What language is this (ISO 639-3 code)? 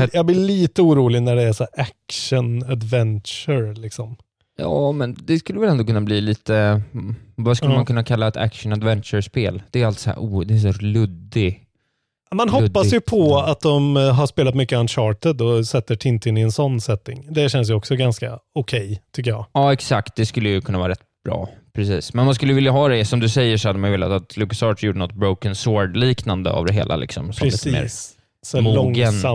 swe